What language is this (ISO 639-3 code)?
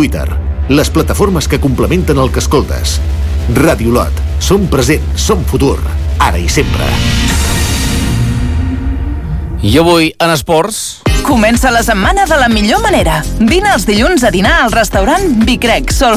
cat